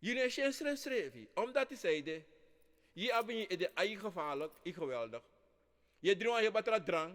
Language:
Sranan Tongo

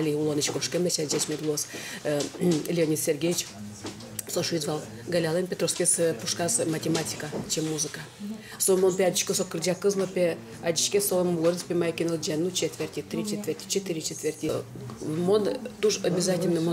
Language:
Udmurt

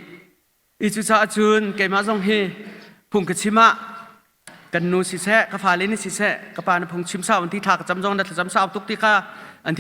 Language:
Hakha Chin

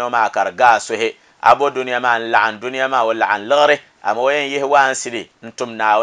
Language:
Dagbani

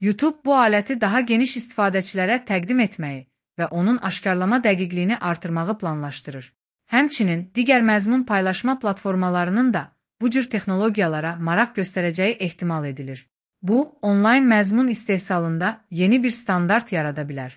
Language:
Azerbaijani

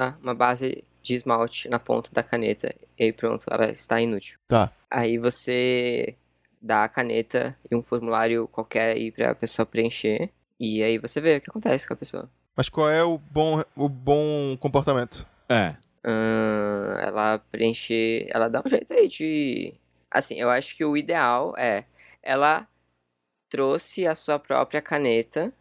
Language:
Portuguese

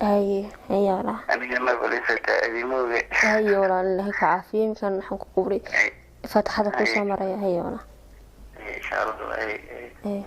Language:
Somali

